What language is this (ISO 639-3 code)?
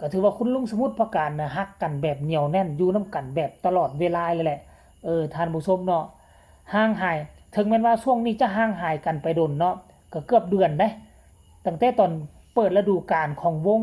tts